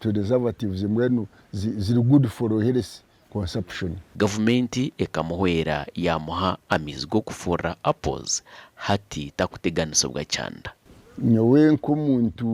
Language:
Nyankole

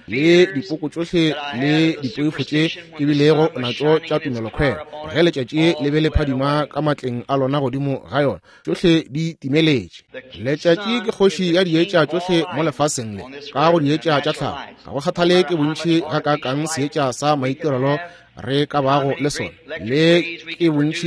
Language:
Northern Sotho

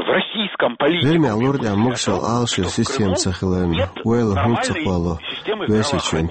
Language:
Chechen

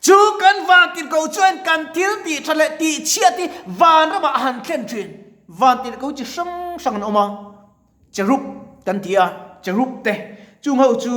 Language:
Mizo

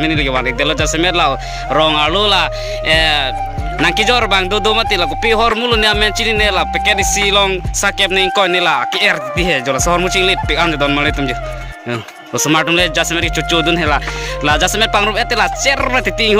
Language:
Karbi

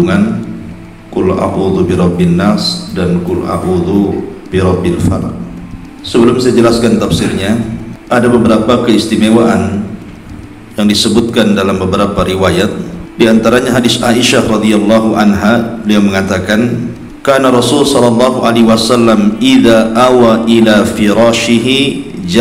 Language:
Indonesian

